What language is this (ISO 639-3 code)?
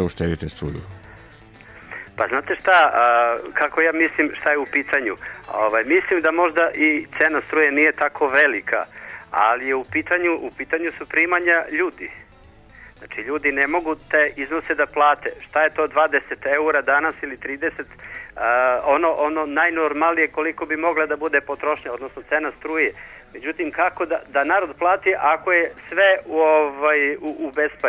srp